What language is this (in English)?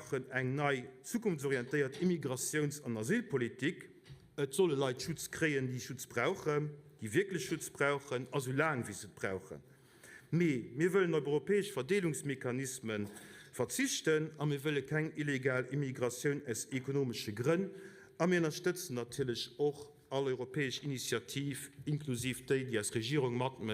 Luxembourgish